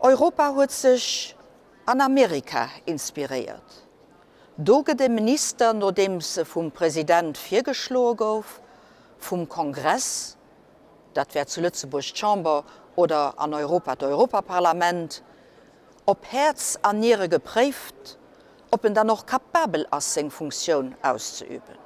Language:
Luxembourgish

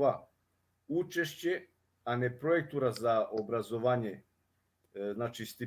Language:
Balkan Romani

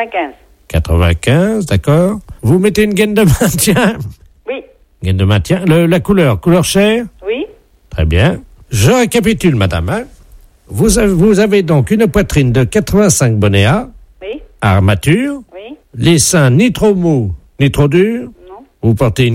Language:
French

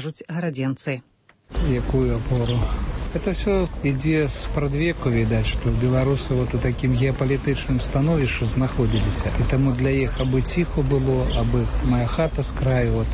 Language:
Belarusian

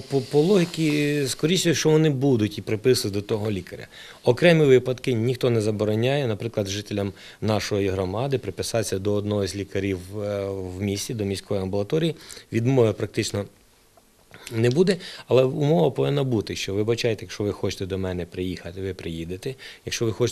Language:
Ukrainian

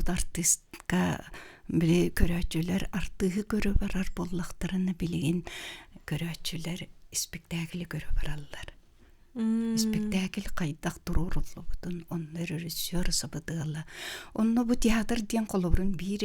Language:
Yakut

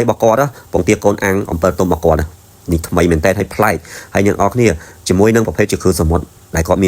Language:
Khmer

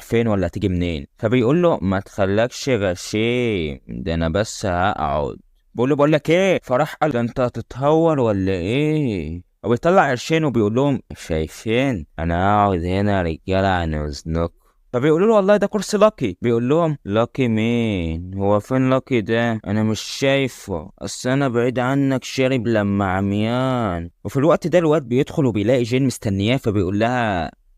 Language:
Egyptian Arabic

